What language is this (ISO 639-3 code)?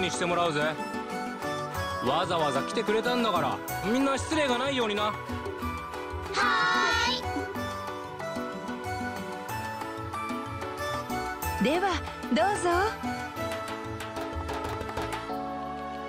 jpn